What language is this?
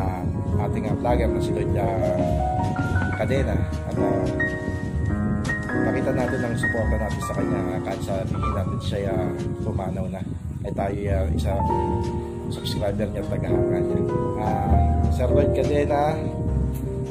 Filipino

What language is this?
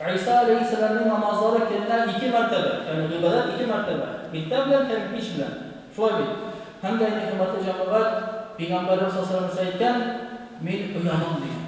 Tatar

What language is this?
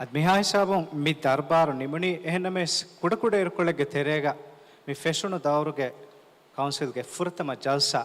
Divehi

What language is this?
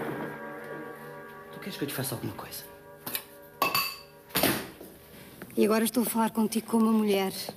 Portuguese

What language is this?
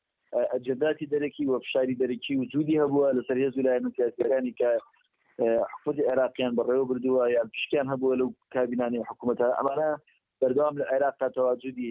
Central Kurdish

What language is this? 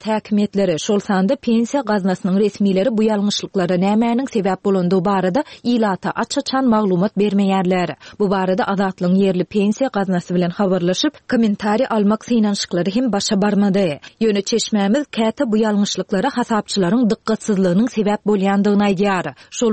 Turkmen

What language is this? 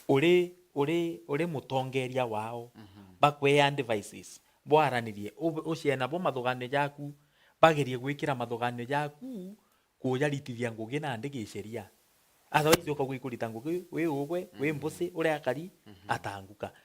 Meru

